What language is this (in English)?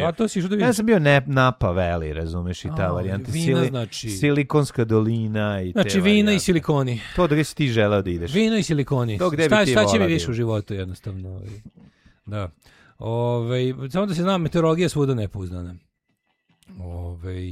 Serbian